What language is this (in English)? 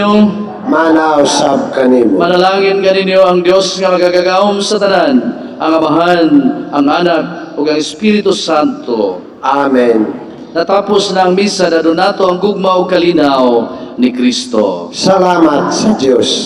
Cebuano